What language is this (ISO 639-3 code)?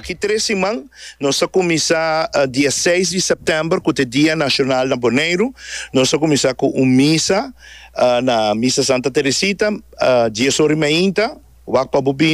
pap